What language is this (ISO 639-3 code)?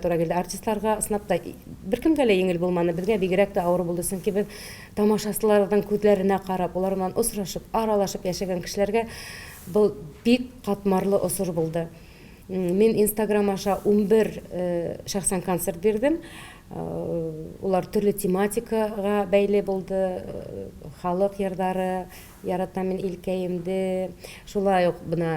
bak